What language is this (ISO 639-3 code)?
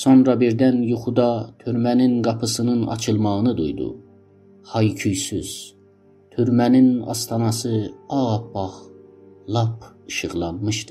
azb